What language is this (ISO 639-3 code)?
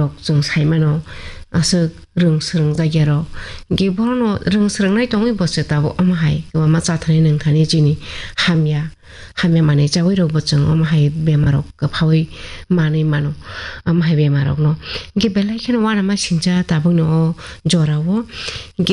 trp